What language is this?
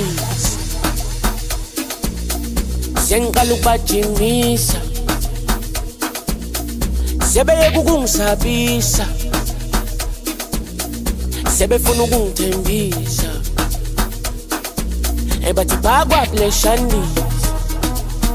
Zulu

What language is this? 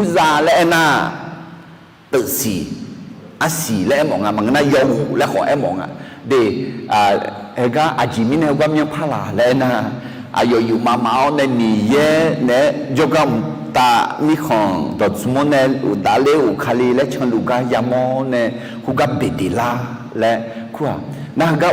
Akha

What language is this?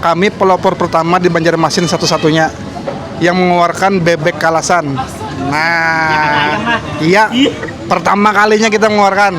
Banjar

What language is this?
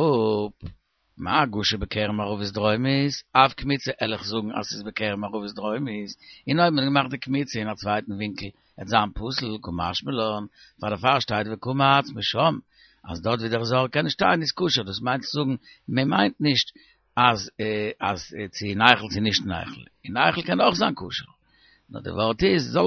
Yiddish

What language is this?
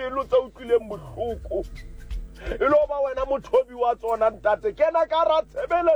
Southern Sotho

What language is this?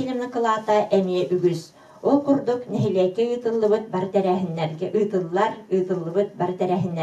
Yakut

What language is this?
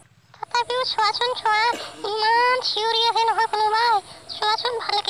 Assamese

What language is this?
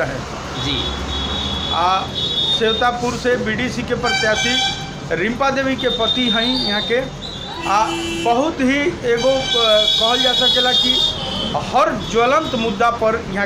Bhojpuri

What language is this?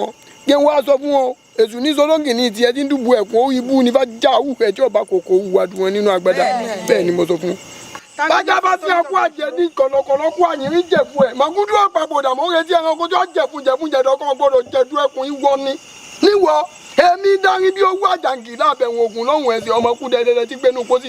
Yoruba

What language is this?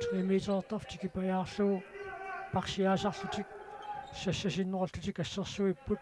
Kalaallisut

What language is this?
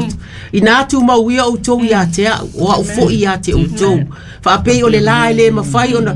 Samoan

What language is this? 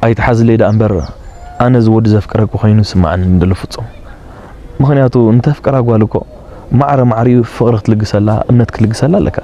Tigrinya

